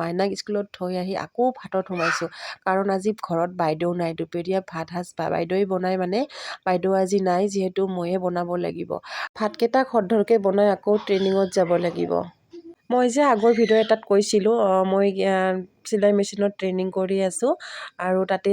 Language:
Assamese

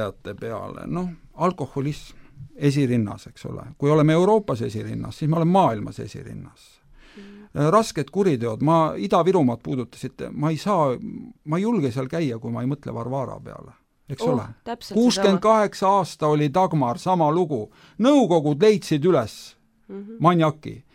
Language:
Estonian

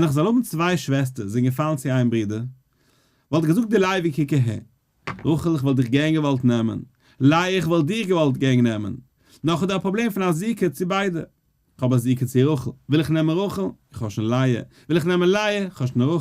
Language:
Yiddish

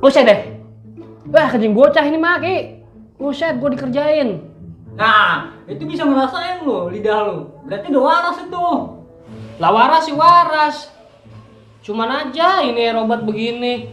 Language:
Betawi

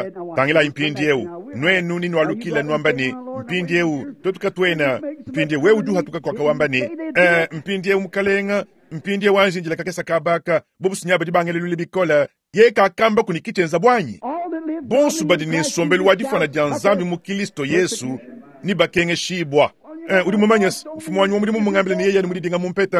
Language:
Luba-Lulua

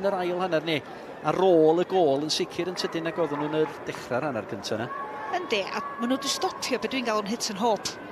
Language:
Welsh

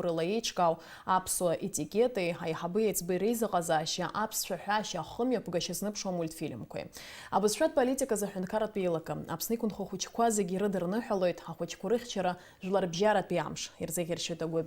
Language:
Abkhazian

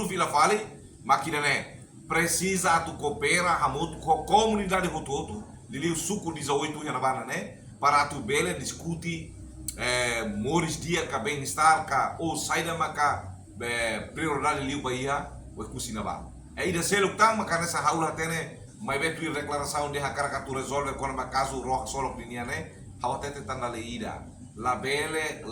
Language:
Tetum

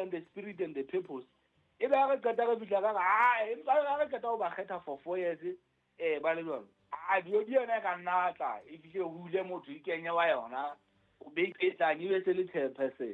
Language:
Southern Sotho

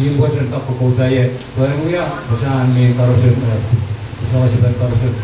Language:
Pohnpeian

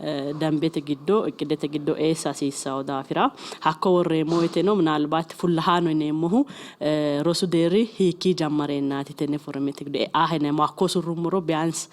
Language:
Sidamo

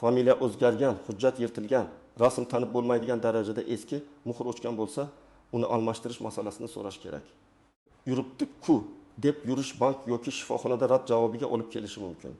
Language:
Uzbek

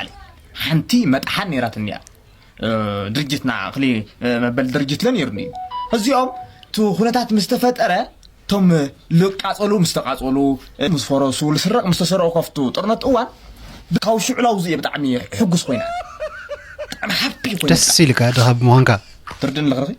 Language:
Tigrinya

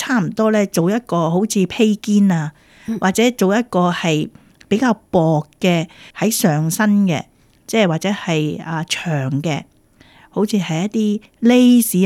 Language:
Cantonese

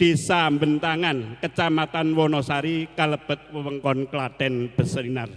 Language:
Javanese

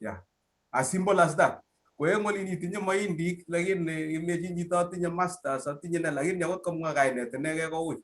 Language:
Kalenjin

